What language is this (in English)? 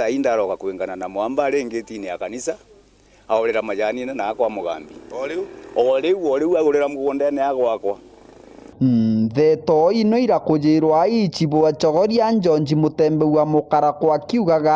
Meru